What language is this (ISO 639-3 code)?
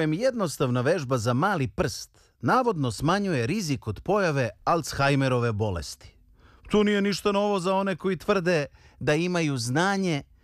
srp